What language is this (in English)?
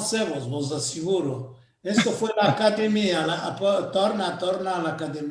Ladino